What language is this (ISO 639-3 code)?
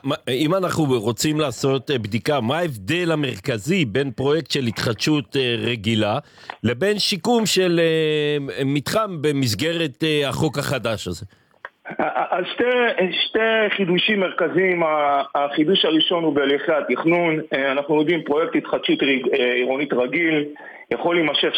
heb